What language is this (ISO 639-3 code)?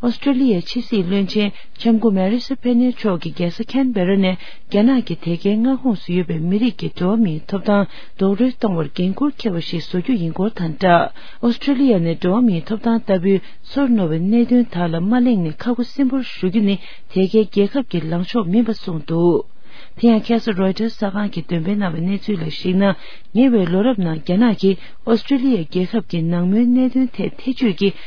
bod